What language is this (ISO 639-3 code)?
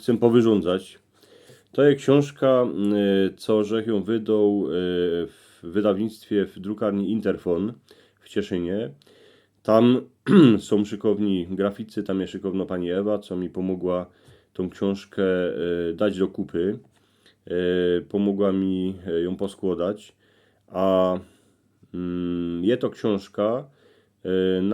szl